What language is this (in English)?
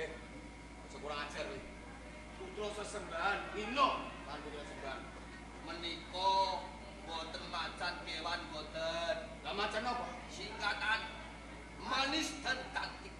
Javanese